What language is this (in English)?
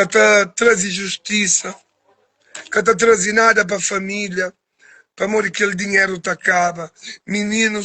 Kabuverdianu